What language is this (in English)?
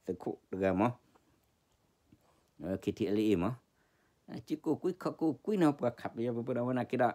S'gaw Karen